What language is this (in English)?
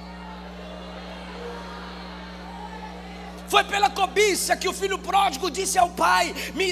Portuguese